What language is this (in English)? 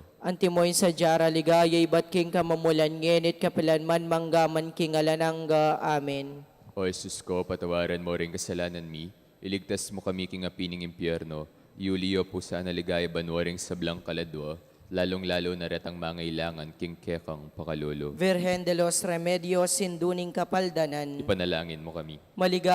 Pampanga